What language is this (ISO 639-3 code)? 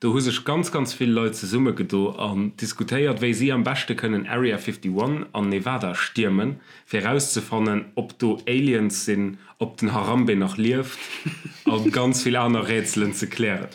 ltz